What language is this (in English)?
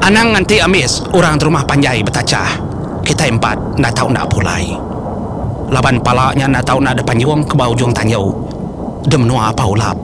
Iban